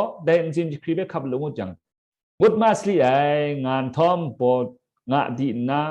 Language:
Kachin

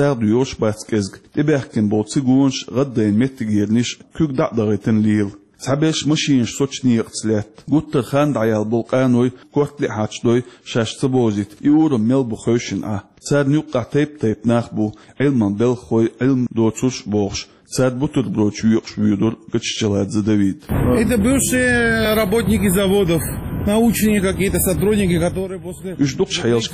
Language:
Chechen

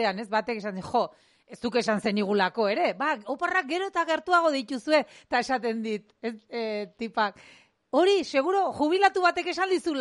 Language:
Basque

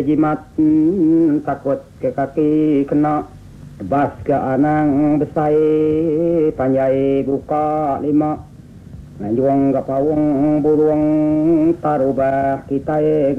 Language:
Iban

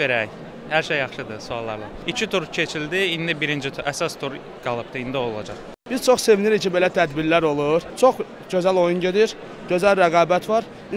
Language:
Azerbaijani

